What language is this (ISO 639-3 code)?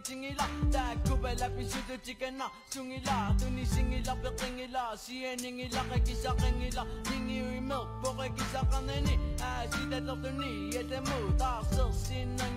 kal